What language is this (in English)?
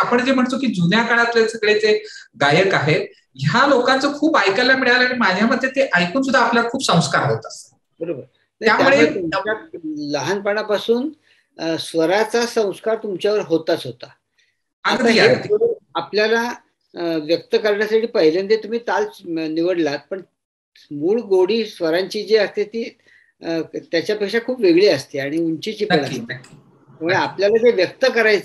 Marathi